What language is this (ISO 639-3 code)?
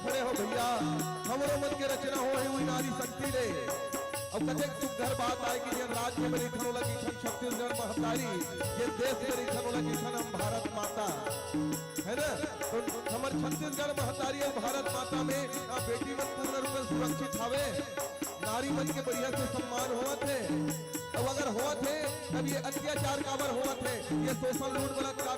hne